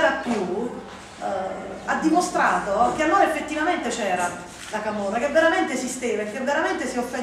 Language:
Italian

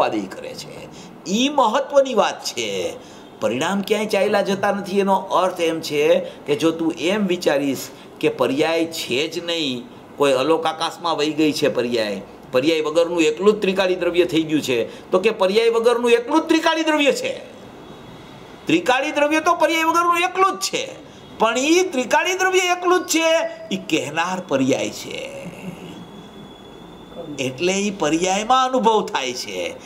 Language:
Gujarati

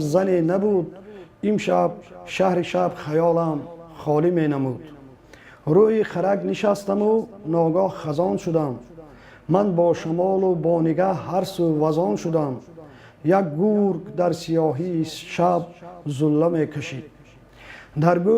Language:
Tajik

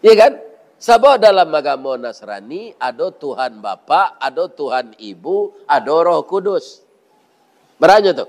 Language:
Minangkabau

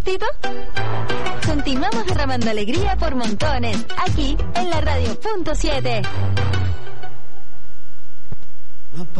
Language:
Spanish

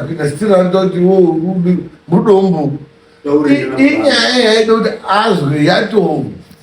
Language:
Shona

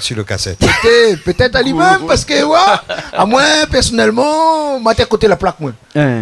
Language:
Réunion Creole French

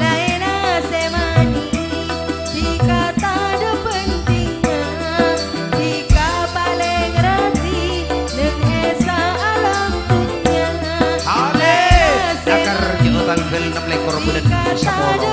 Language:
Madurese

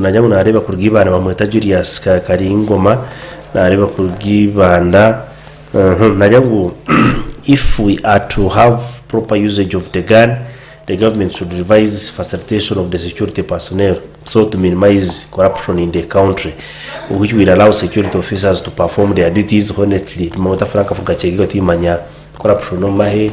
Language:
Nyankole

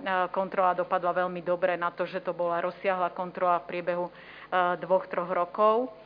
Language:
Slovak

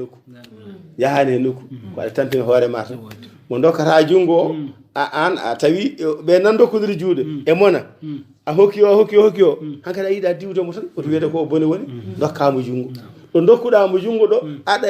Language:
Fula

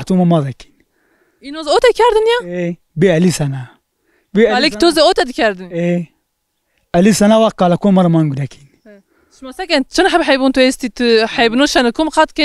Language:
Zaza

